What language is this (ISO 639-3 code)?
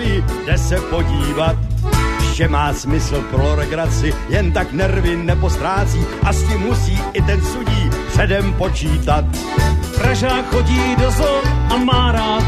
ces